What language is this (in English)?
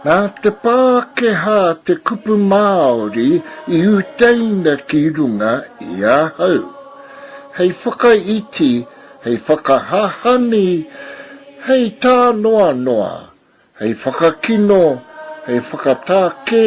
Māori